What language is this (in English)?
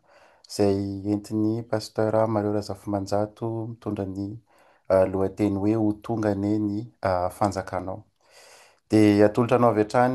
Malagasy